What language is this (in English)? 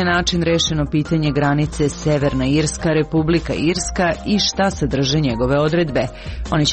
Serbian